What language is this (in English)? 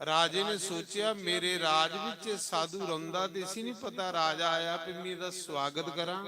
Dogri